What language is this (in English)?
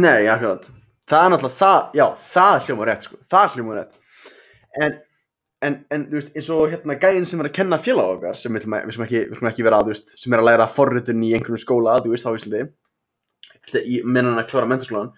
Icelandic